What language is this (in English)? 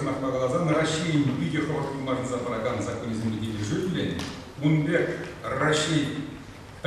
Chuvash